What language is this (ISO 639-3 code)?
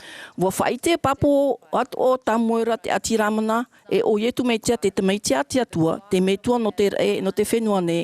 tah